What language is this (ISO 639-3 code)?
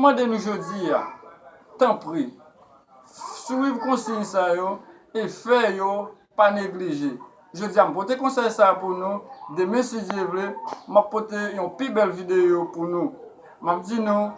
hat